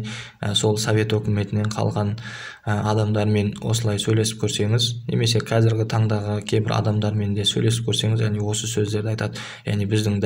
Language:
Kazakh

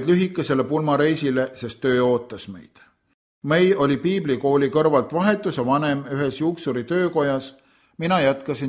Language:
Estonian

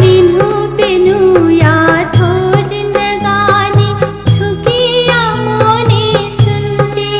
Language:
Newari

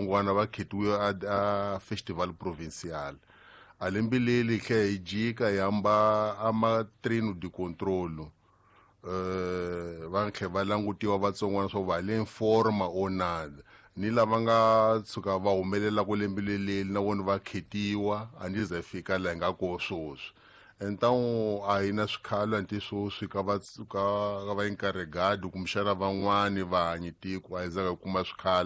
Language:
Tsonga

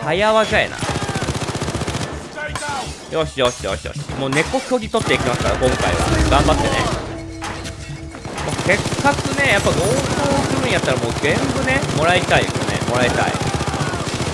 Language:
Japanese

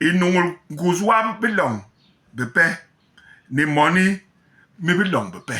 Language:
Basaa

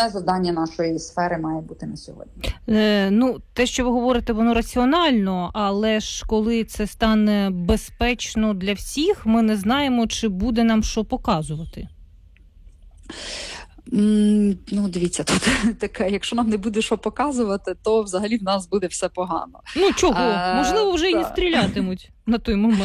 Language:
Ukrainian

